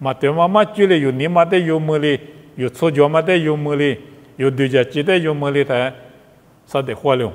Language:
Lisu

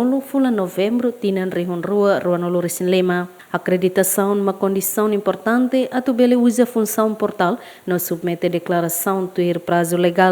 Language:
Tetum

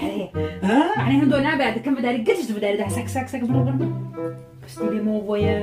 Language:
Kurdish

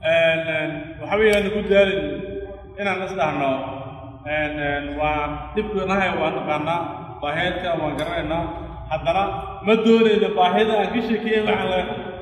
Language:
Somali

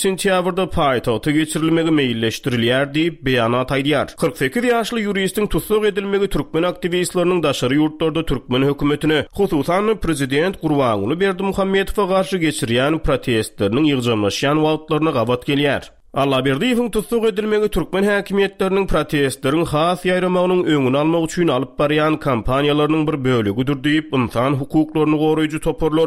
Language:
Turkmen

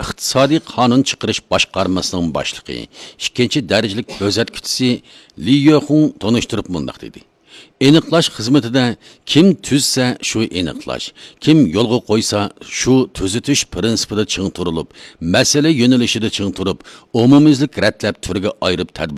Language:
Uyghur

